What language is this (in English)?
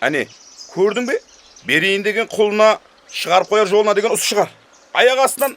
Kara-Kalpak